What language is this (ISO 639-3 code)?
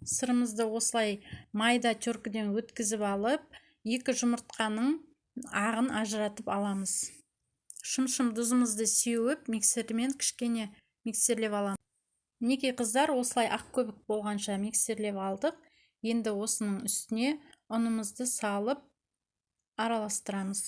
kaz